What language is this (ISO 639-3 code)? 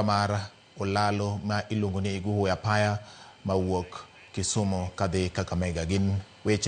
luo